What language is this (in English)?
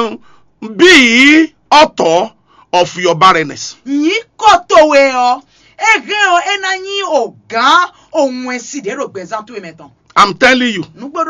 Fon